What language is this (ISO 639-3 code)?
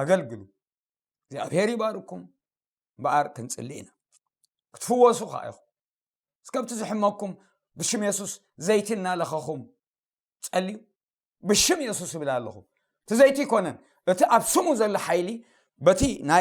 tir